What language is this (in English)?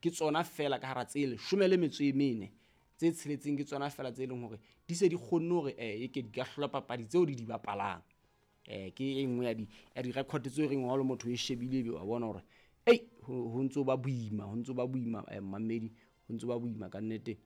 Southern Sotho